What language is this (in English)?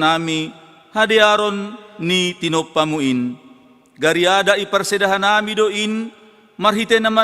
Batak Simalungun